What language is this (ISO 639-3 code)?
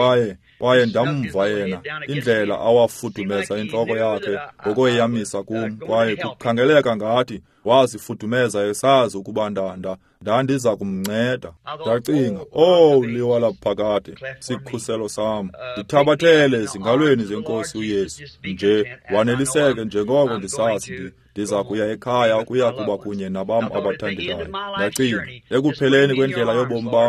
xho